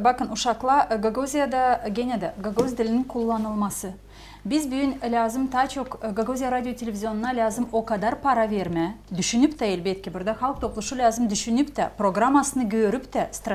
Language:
Gagauz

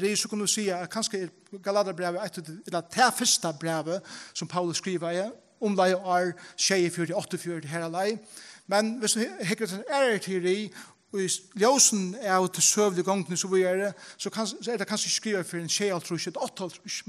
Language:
Faroese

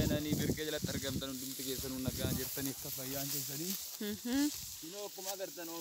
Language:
Oromo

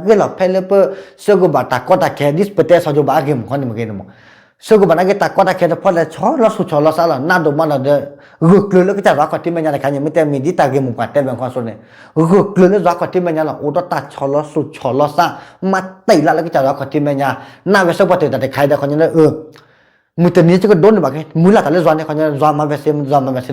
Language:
S'gaw Karen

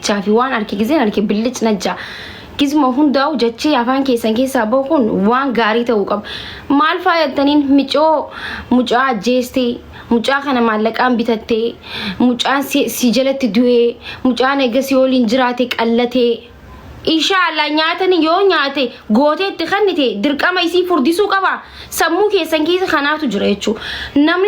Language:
Oromo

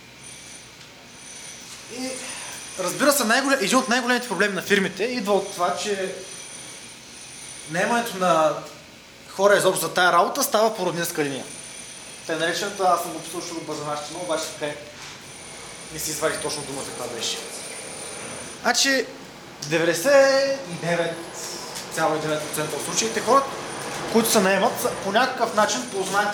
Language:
Bulgarian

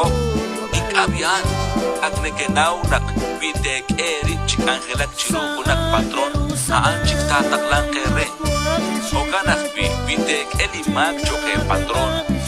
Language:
Kekchí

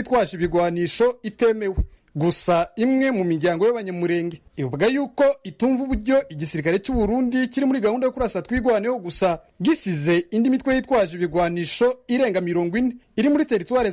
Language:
Kinyarwanda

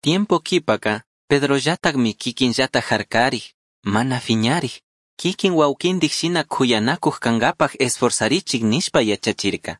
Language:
Chimborazo Highland Quichua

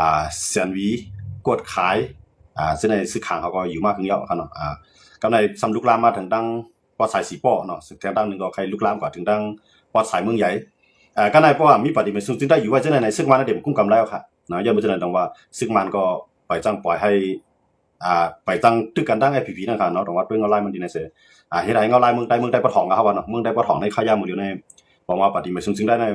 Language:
Shan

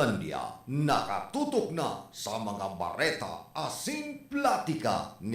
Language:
Bikol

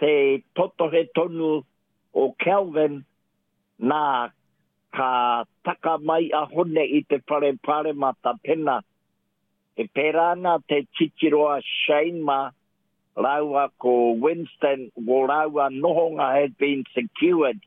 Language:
Māori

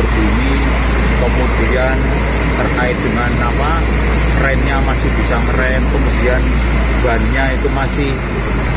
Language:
Indonesian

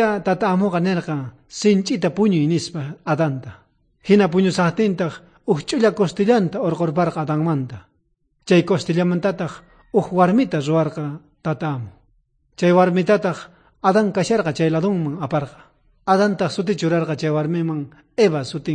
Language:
South Bolivian Quechua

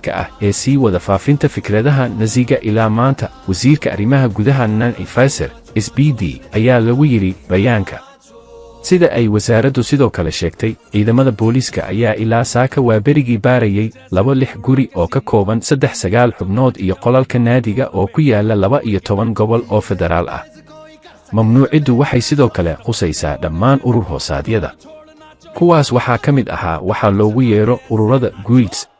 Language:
Somali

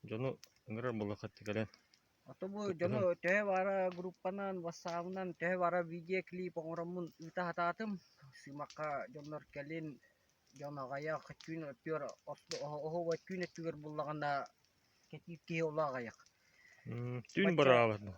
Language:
Yakut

